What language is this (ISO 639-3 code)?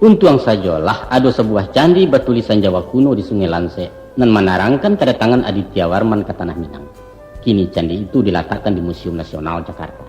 min